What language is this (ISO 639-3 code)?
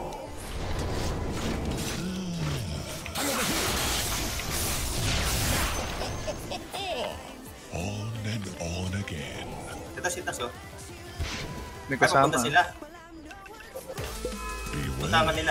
fil